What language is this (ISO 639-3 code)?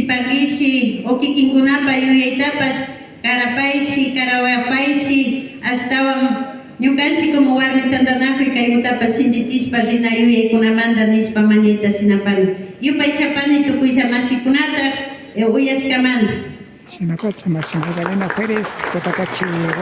qvi